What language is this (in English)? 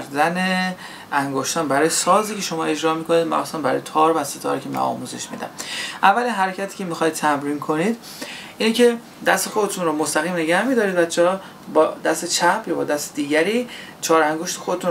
Persian